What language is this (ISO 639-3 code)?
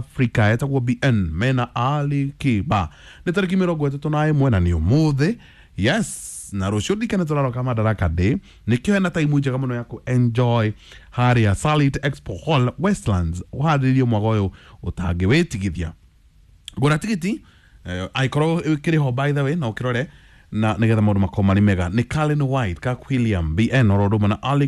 kik